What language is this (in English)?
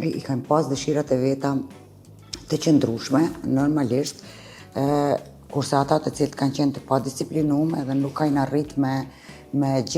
Albanian